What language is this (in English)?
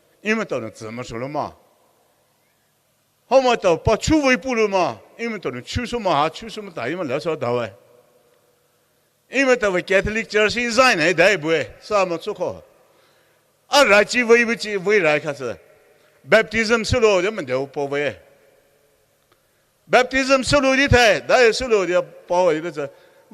Poumei Naga